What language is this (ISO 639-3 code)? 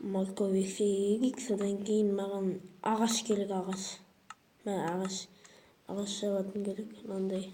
kaz